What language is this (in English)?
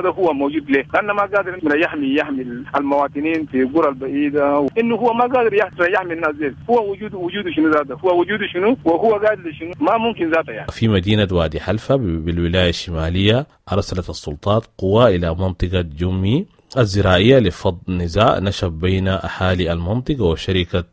Sudanese Arabic